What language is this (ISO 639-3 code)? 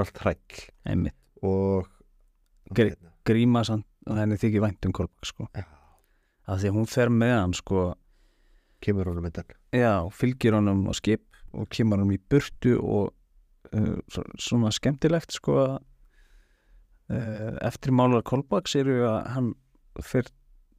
isl